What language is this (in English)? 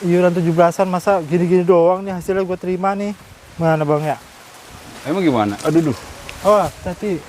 Betawi